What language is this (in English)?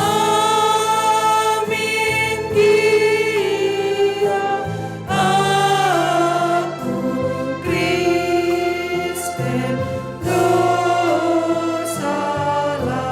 Batak Karo